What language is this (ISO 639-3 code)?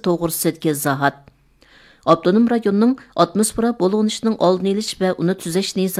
uig